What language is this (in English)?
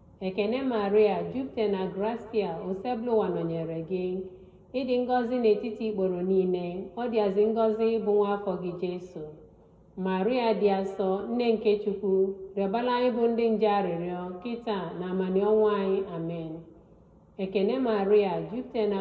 Igbo